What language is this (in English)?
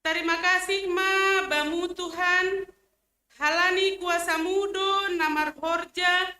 Batak Simalungun